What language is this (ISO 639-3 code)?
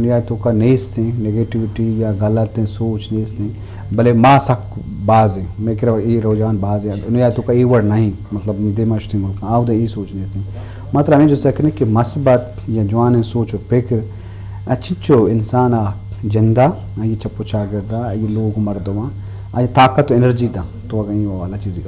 bgp